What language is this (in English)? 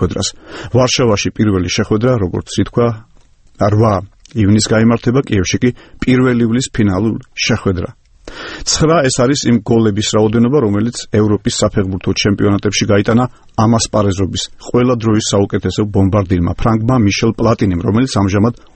Georgian